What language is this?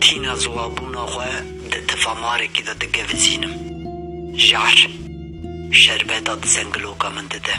Kurdish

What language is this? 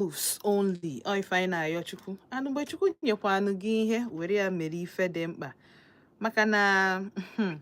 Igbo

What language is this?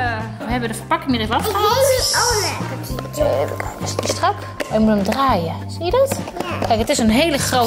Dutch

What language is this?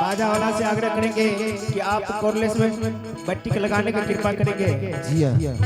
Angika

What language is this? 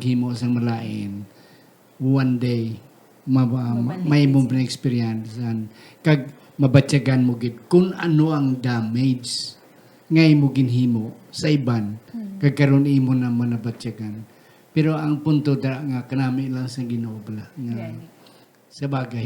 Hiligaynon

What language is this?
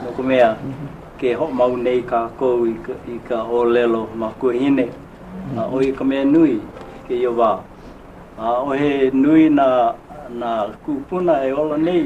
Hawaiian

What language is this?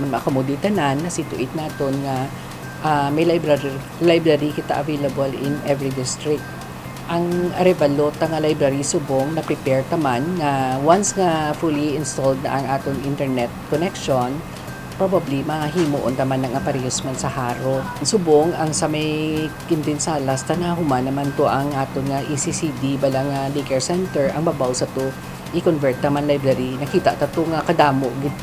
Hiligaynon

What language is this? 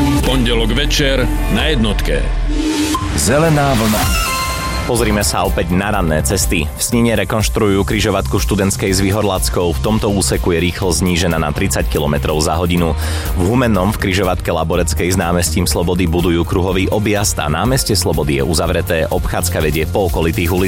Slovak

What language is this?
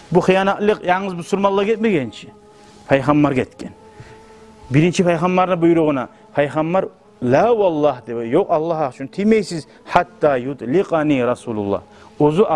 Kumyk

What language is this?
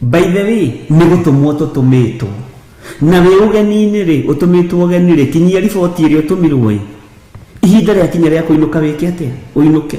Kikuyu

